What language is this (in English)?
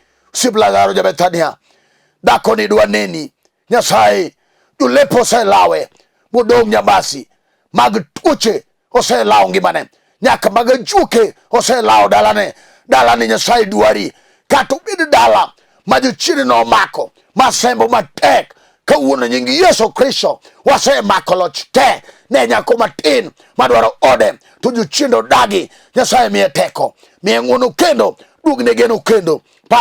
Luo (Kenya and Tanzania)